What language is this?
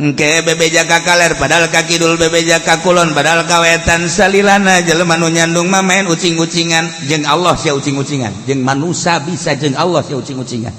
Sundanese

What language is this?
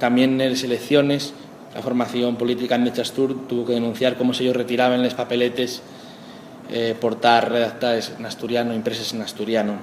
Asturian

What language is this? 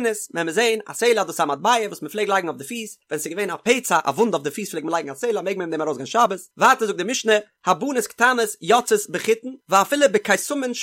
Yiddish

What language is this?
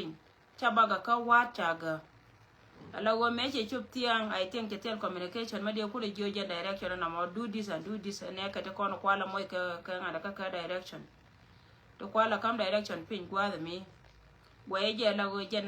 Nuer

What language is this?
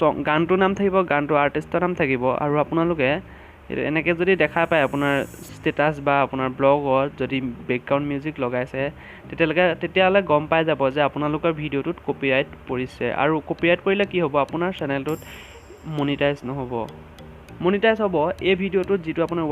Assamese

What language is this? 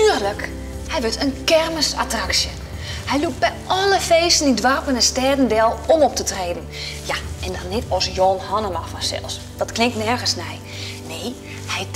Western Frisian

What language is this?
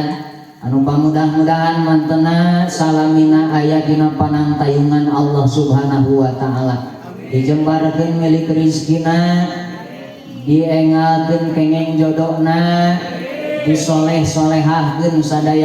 Sundanese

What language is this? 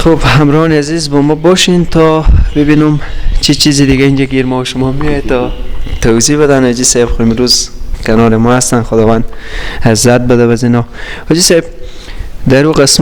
Persian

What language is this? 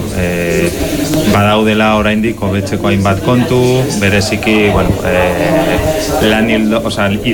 Basque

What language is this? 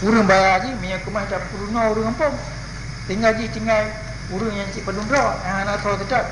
Achinese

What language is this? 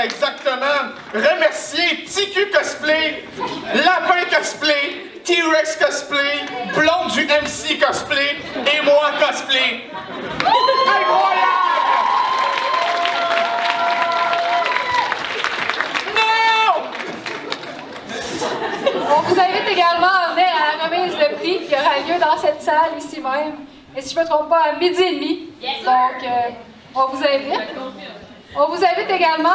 French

